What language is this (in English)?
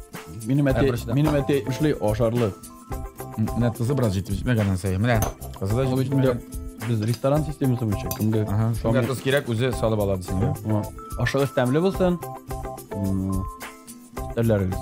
Tatar